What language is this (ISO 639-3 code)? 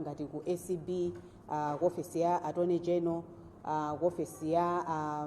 nya